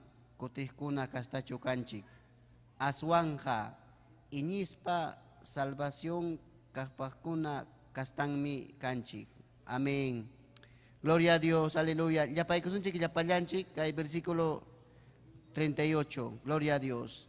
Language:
Ayacucho Quechua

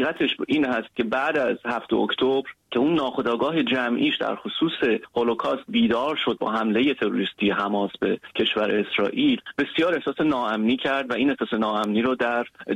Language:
Persian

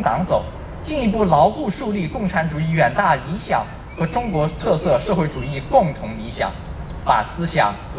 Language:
Chinese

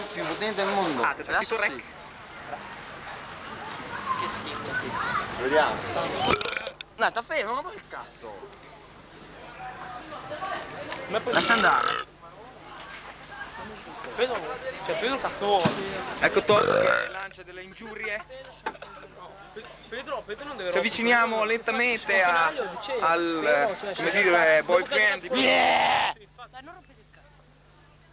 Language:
Italian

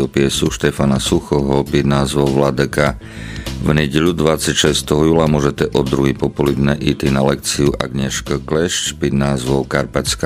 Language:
Slovak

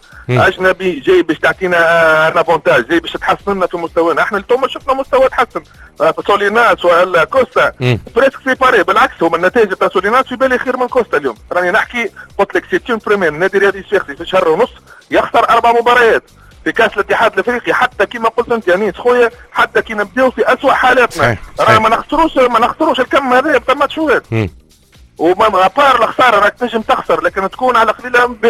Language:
Tunisian Arabic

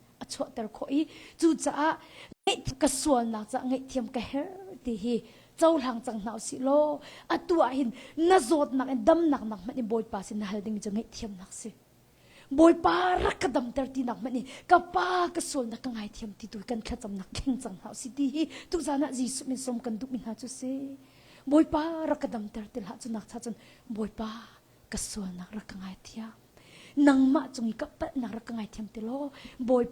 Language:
Hakha Chin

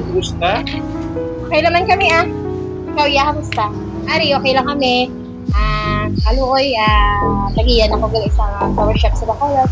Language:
Hiligaynon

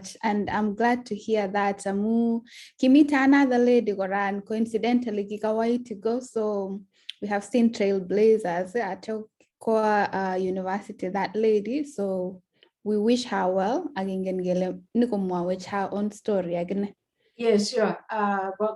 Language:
Kalenjin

